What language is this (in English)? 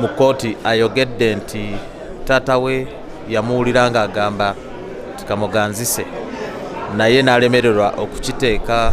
Ganda